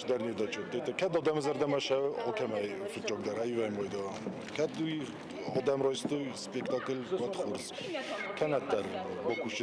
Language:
Ossetic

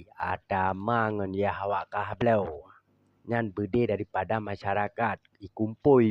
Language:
Achinese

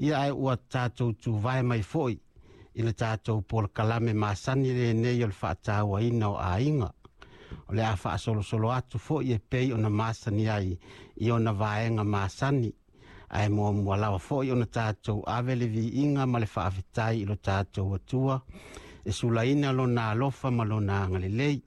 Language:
Samoan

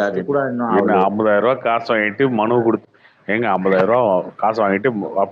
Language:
Tamil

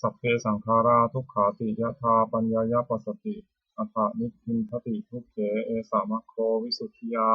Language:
Pali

